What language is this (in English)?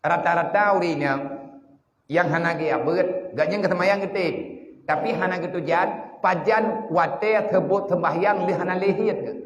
Achinese